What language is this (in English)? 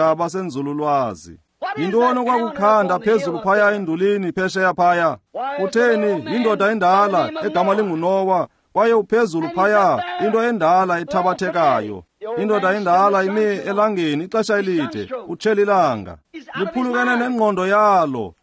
Xhosa